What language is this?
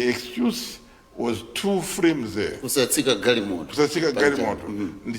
Nyanja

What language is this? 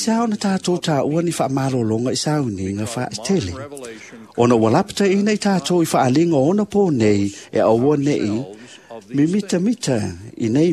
Samoan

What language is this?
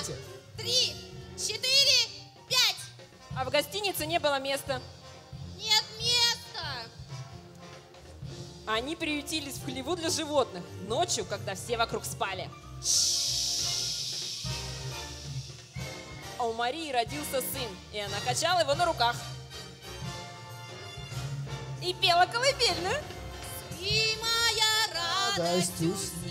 Russian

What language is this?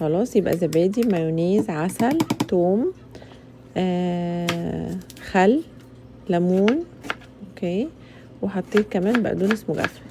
Egyptian Arabic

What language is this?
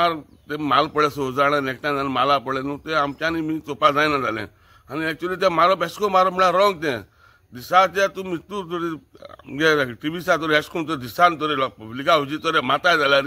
Konkani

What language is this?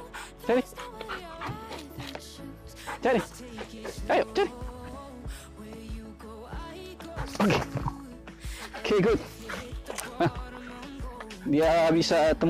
Indonesian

